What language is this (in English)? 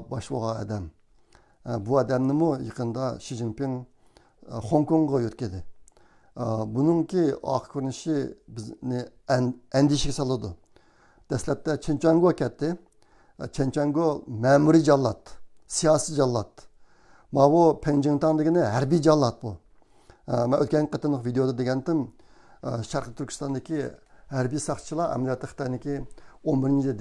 Uyghur